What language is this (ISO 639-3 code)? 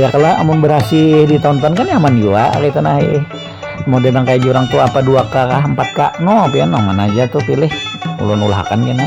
bjn